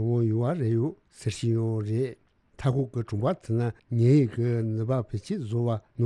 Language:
Tibetan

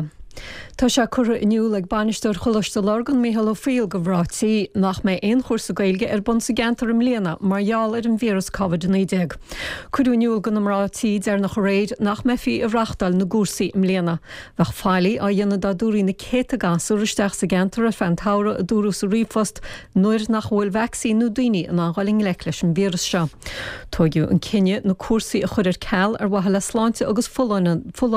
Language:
Irish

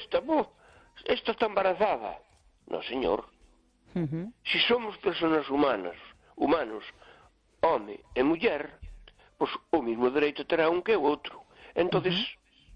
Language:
Galician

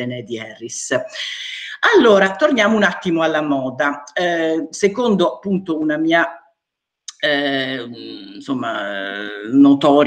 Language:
Italian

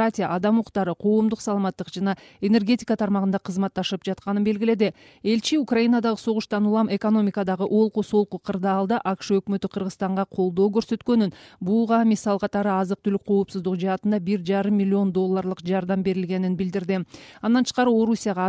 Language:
Kyrgyz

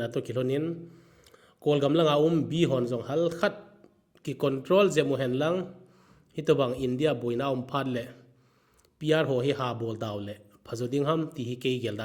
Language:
Thado Chin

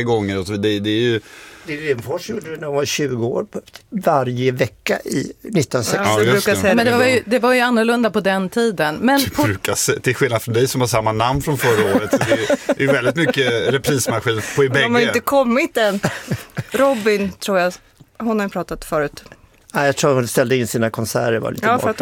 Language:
Swedish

